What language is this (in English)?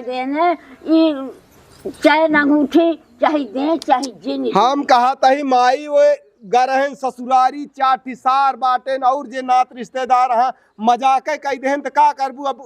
Awadhi